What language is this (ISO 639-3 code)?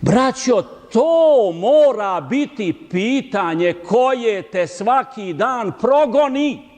bos